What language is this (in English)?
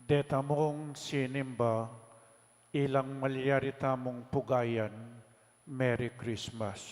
Pampanga